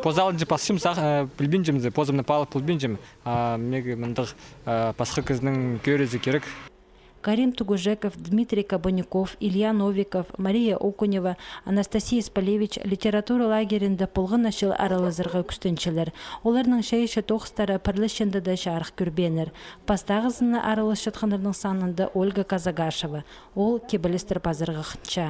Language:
Khakas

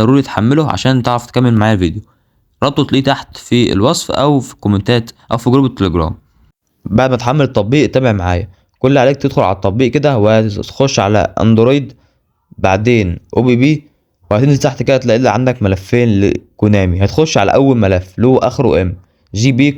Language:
Egyptian Arabic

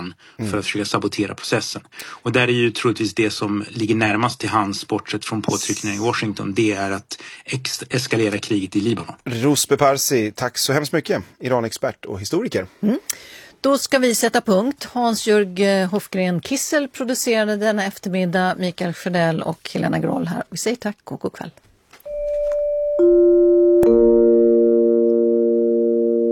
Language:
Swedish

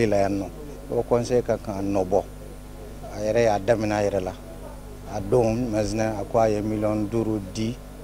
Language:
Bambara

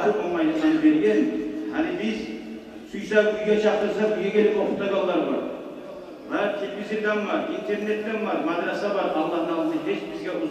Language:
Kumyk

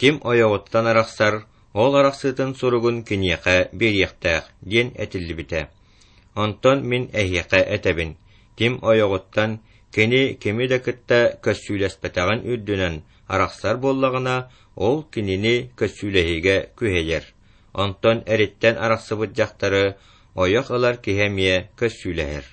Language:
Yakut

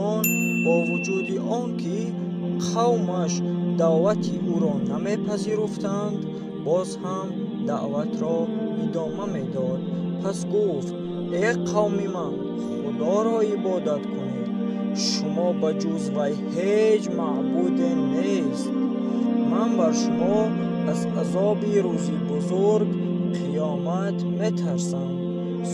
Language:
Tajik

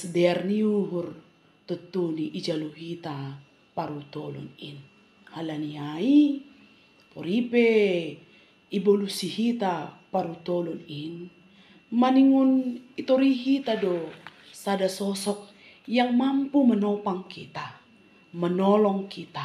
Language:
Batak Simalungun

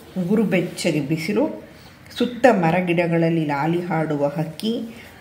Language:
Kannada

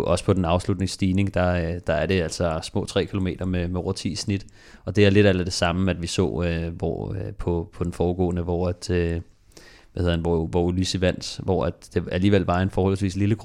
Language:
Danish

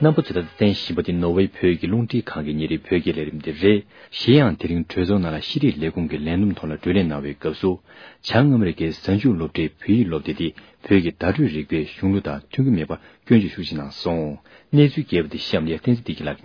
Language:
Tibetan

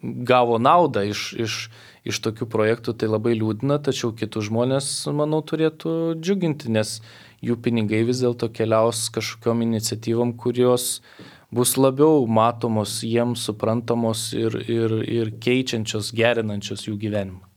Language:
Lithuanian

